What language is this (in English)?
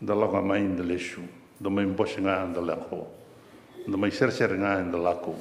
Fijian